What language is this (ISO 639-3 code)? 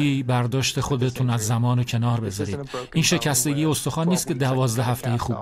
fas